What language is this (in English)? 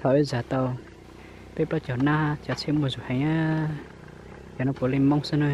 Hmong